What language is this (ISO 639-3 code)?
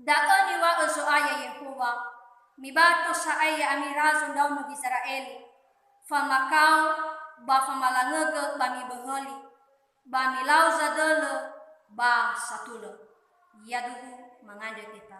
nia